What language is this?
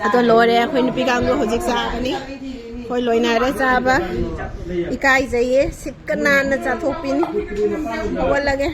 Manipuri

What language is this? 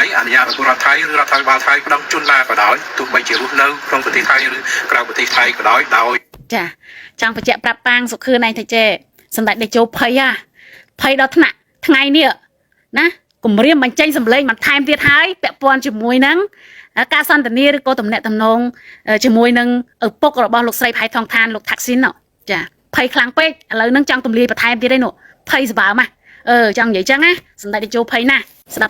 Khmer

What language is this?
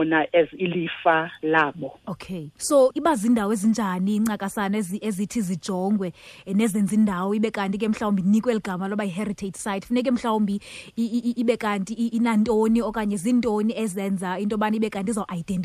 Xhosa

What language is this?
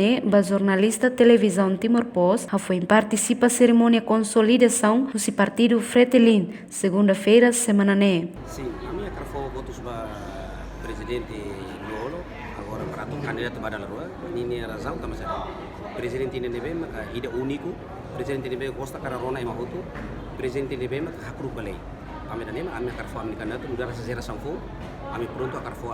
Tetum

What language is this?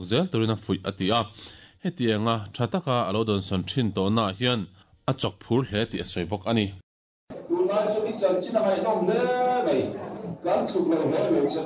Mizo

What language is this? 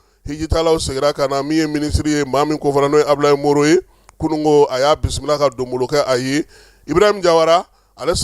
Bambara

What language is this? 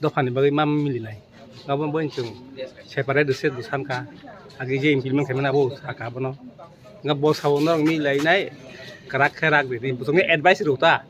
Kok Borok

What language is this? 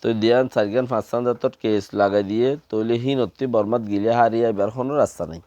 Rohingya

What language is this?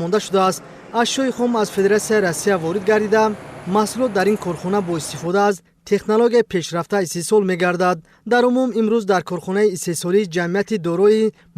Tajik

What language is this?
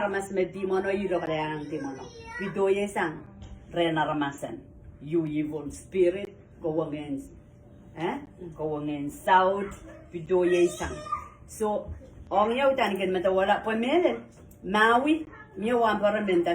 Pohnpeian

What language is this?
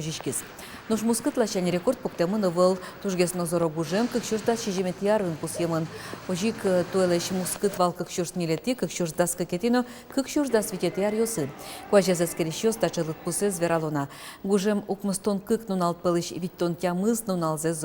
Udmurt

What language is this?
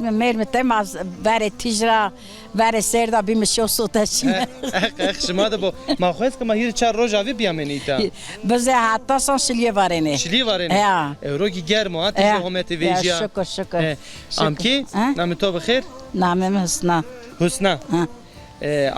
Zaza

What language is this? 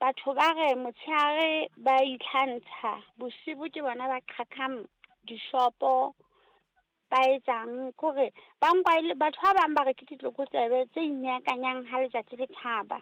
Southern Sotho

